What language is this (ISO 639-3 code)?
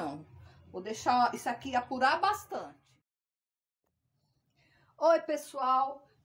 por